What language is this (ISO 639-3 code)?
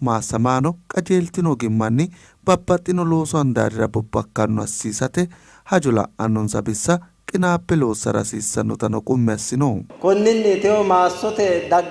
sid